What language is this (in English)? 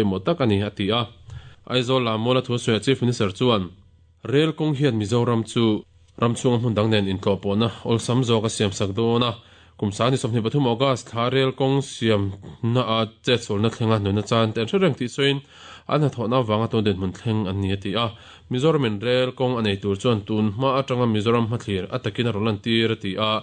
Mizo